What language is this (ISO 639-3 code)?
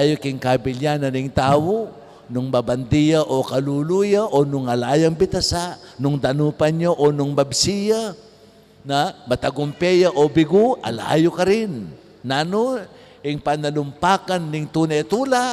pam